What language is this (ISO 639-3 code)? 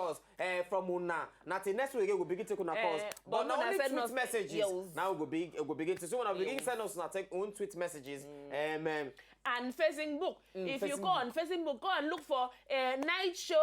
pcm